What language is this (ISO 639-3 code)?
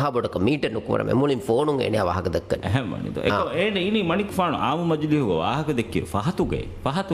div